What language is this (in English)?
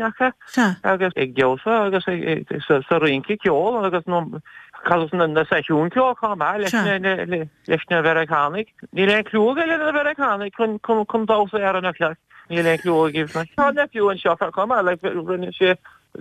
Irish